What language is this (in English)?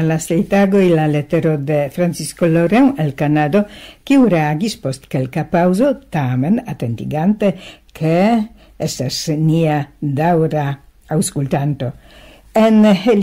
Esperanto